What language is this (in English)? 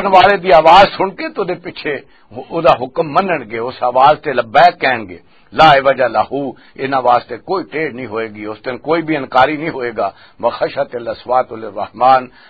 Western Panjabi